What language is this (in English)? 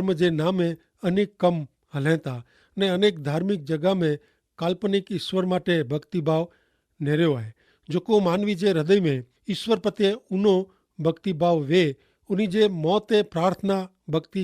Kachhi